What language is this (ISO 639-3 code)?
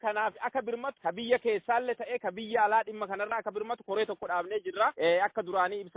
orm